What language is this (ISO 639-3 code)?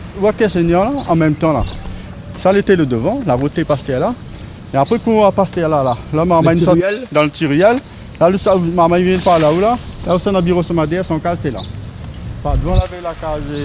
rcf